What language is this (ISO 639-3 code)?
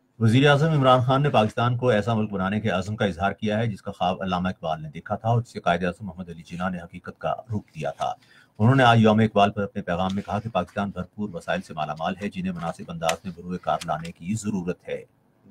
urd